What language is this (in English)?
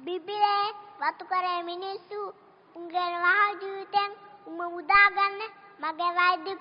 Sinhala